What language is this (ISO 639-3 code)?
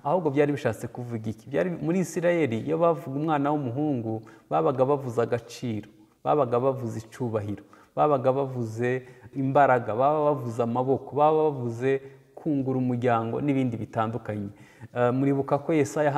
kin